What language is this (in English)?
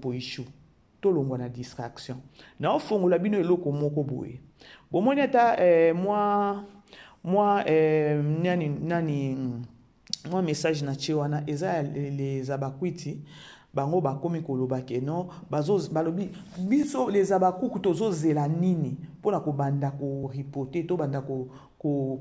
Lingala